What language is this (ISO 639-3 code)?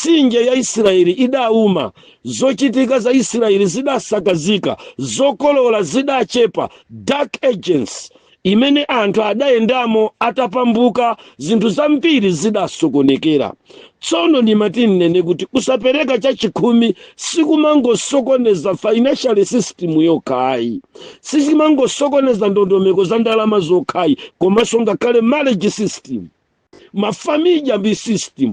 nya